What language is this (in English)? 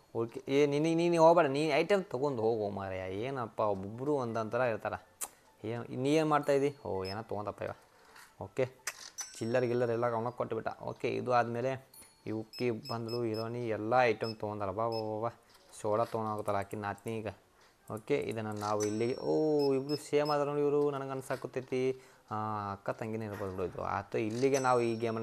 Kannada